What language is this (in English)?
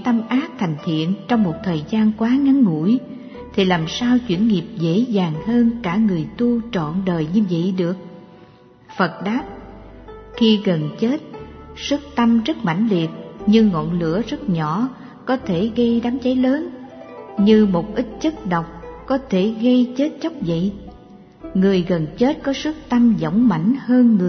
Vietnamese